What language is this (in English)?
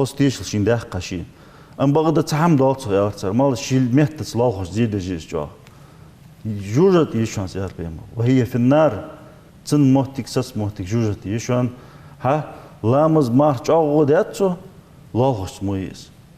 Ingush